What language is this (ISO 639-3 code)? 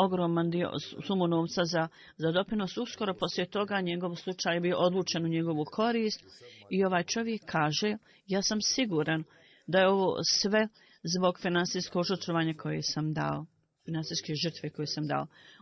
bos